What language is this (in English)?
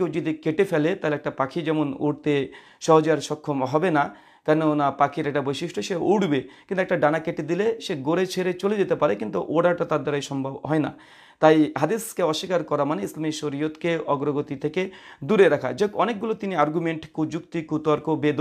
Bangla